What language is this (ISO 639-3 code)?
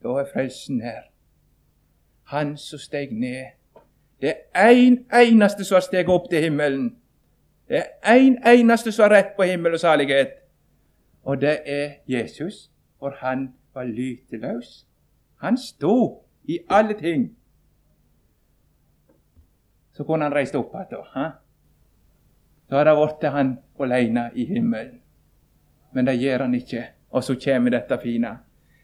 nor